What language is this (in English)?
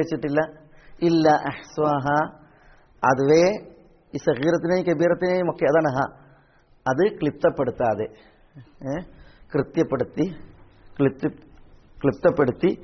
Malayalam